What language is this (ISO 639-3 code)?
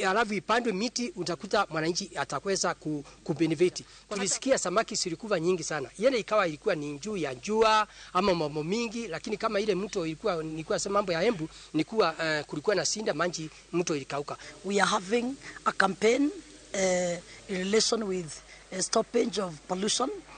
luo